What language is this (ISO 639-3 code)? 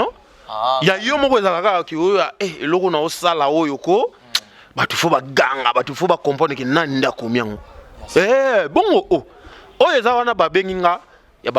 lin